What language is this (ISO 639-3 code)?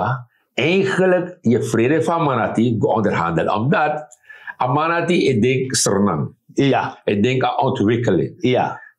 srn